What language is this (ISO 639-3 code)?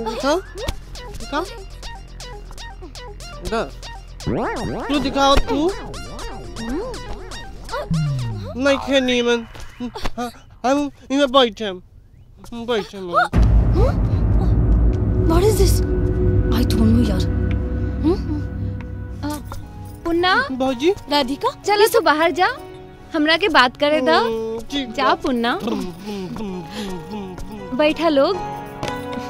bho